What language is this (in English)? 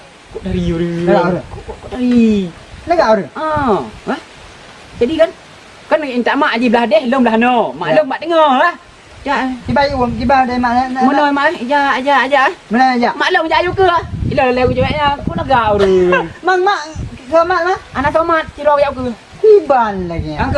Achinese